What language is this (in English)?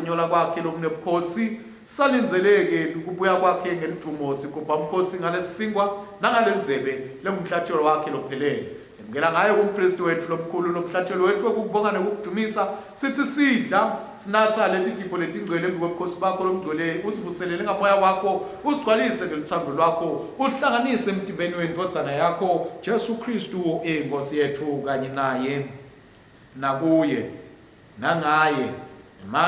Swati